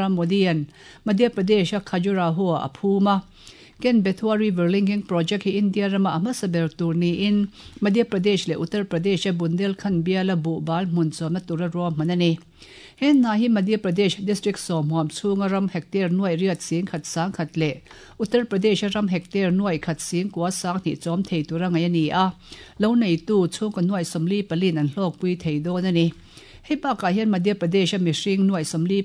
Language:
Mizo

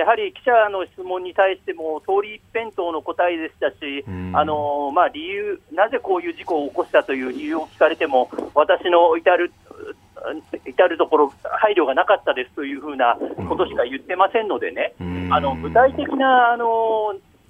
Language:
Japanese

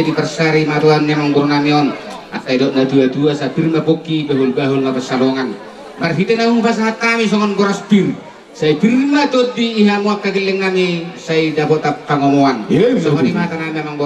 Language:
Batak Toba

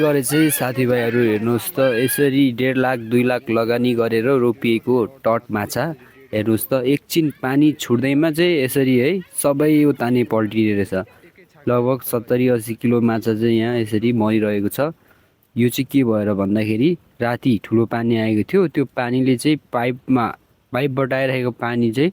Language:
Nepali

